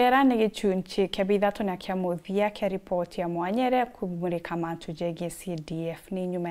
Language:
Meru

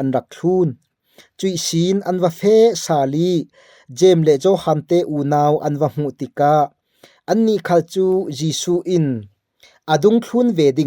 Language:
Falam Chin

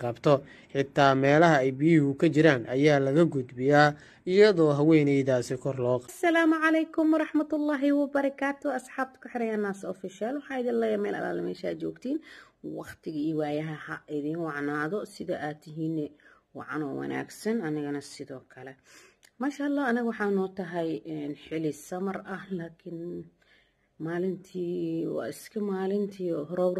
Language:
Somali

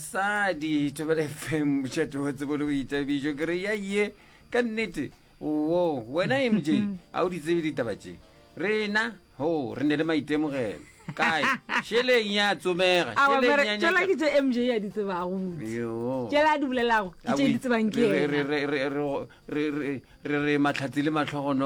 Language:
Northern Sotho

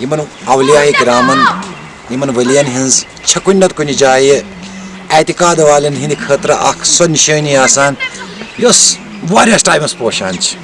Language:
Kashmiri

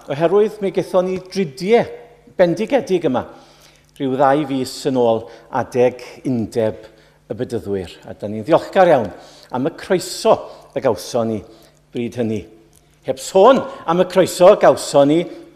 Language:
Welsh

